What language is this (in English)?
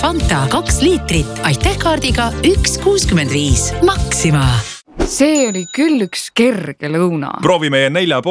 Estonian